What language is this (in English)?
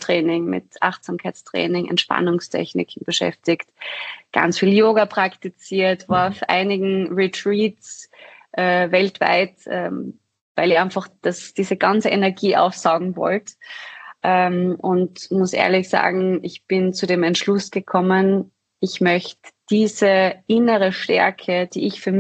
German